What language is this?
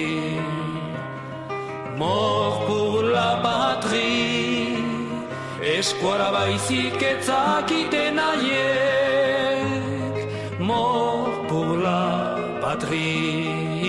Basque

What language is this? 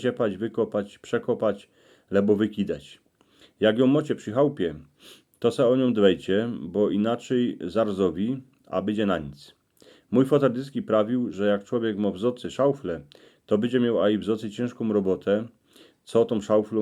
Silesian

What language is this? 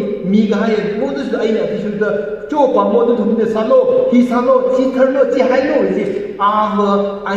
Tangkhul Naga (India)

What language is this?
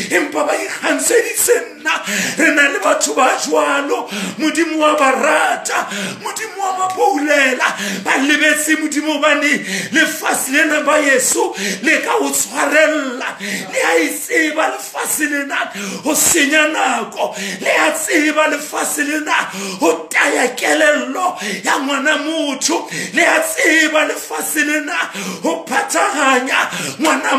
Southern Sotho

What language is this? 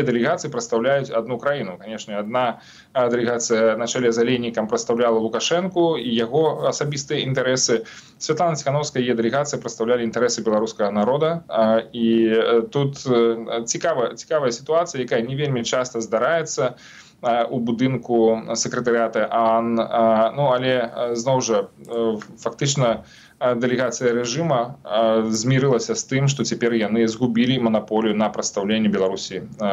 Belarusian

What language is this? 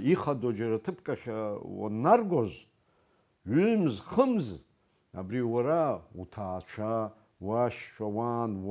Abkhazian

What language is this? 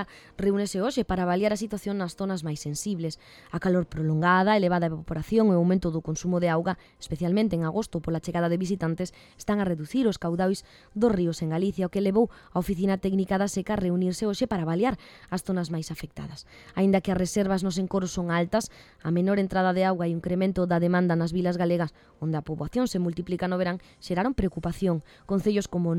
Galician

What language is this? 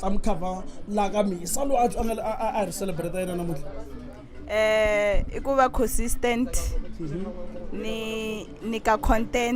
Tsonga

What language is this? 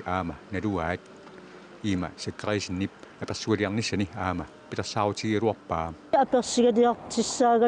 Kalaallisut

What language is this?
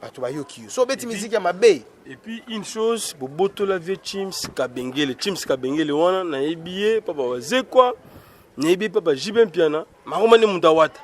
Lingala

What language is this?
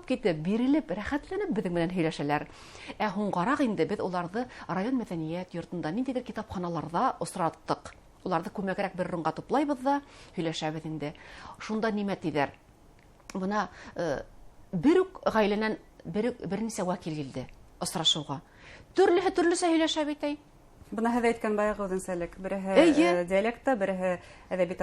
Bashkir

